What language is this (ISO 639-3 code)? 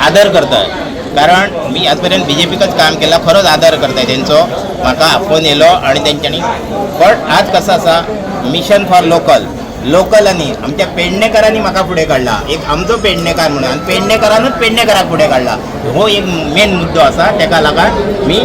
kok